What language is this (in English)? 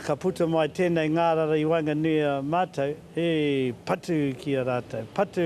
Māori